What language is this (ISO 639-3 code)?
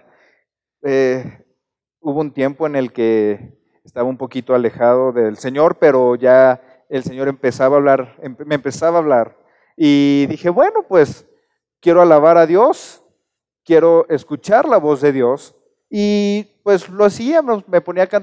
spa